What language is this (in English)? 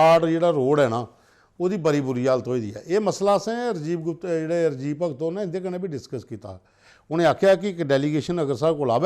Dogri